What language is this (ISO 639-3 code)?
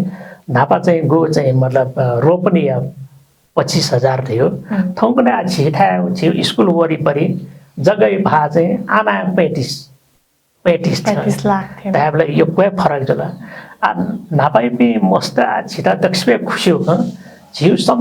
new